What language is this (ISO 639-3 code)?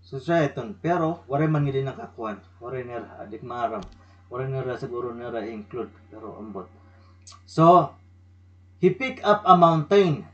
war